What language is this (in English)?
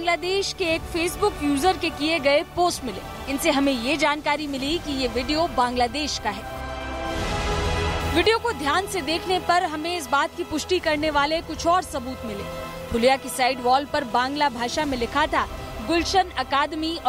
Hindi